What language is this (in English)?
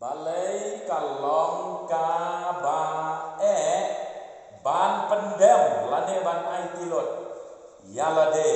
Khasi